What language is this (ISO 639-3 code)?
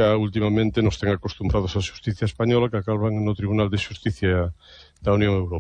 glg